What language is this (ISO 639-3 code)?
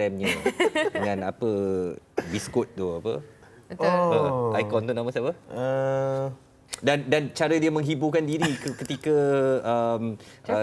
msa